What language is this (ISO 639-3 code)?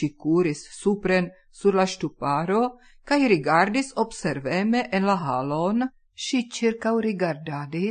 epo